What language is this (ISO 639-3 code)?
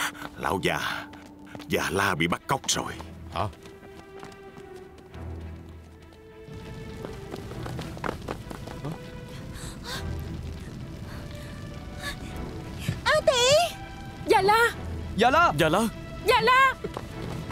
vie